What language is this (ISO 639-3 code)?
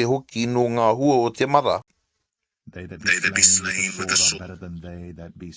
mri